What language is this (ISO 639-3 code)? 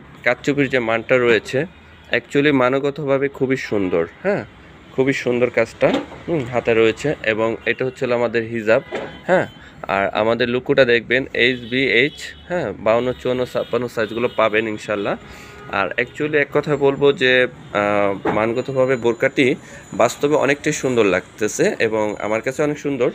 ben